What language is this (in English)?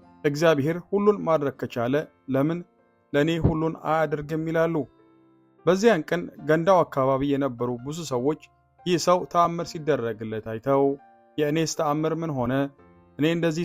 Amharic